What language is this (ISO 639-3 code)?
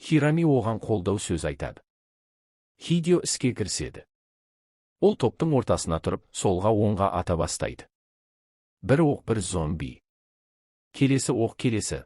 kaz